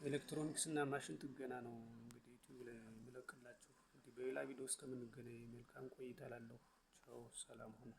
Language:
Amharic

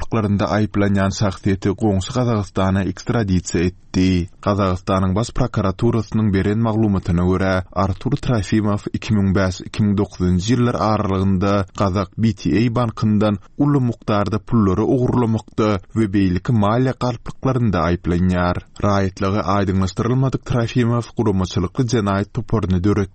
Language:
Turkmen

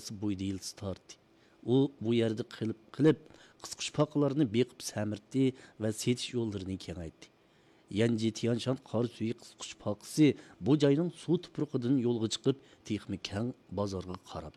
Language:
Uyghur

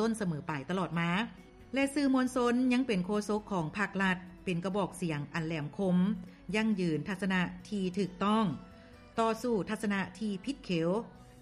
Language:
Lao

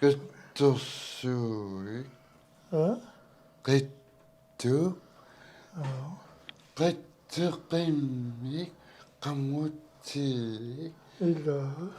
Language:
Kalaallisut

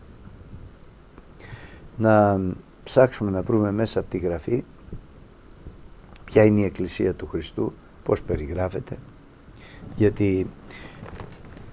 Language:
Greek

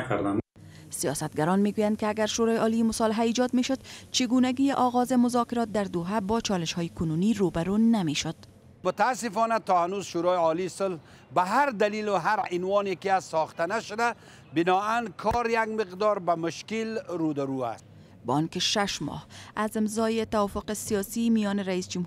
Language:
Persian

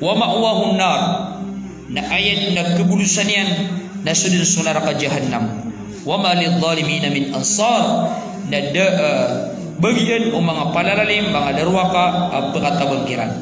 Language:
Maranao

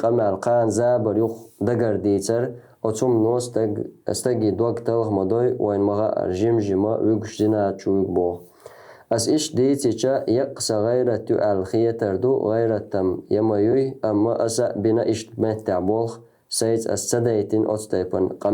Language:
Chechen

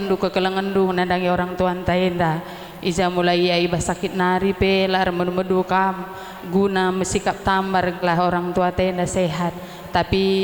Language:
Batak Karo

